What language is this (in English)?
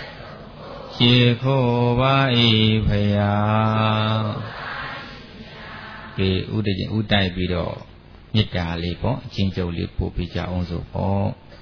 Burmese